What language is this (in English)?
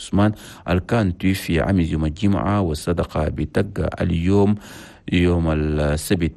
Chadian Arabic